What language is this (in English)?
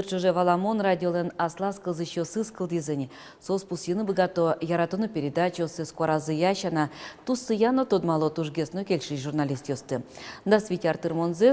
Udmurt